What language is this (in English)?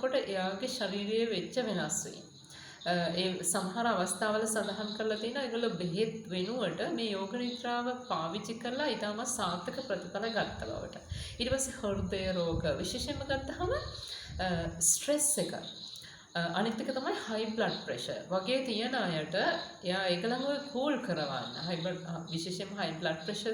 Sinhala